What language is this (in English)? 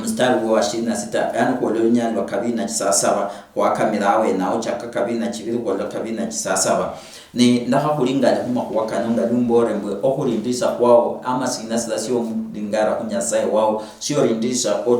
Luyia